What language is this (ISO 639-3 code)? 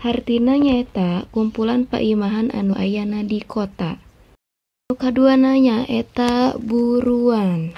sun